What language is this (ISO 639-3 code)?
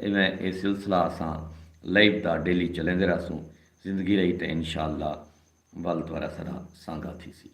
skr